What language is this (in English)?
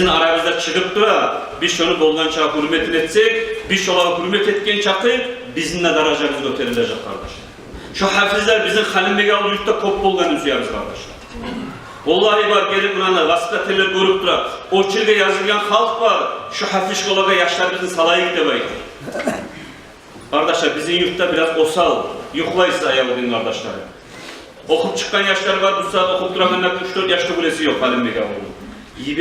Kumyk